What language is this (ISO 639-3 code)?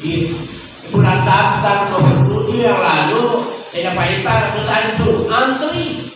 bug